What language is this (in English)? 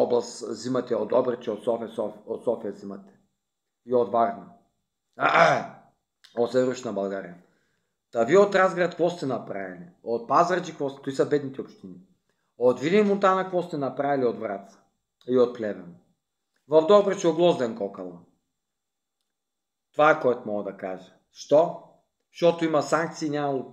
Bulgarian